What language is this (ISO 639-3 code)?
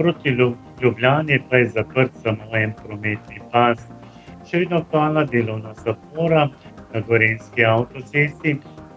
slv